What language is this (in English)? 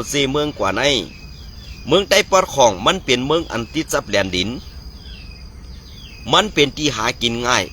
Shan